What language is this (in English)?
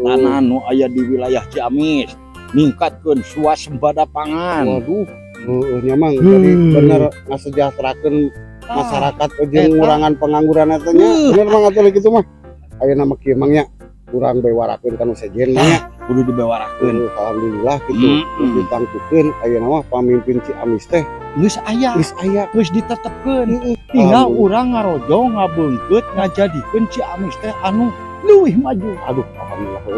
Sundanese